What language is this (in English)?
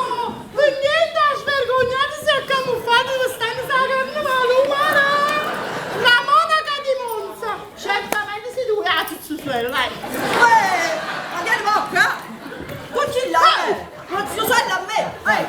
Neapolitan